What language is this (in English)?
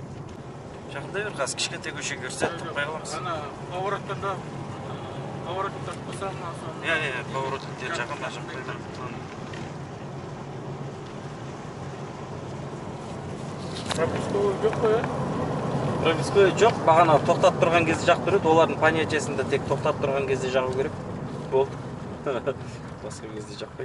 Kazakh